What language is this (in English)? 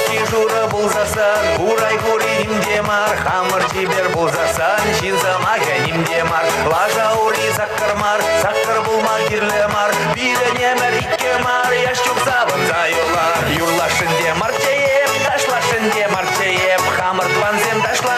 Chuvash